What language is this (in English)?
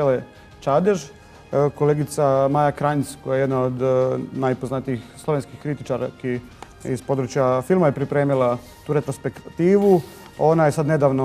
Croatian